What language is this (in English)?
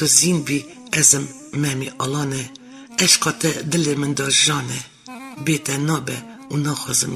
Kurdish